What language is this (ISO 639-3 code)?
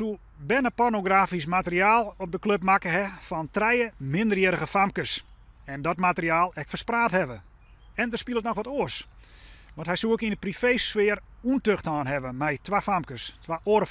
fry